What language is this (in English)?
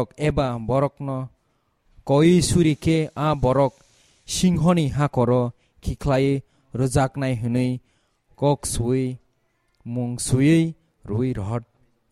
Kok Borok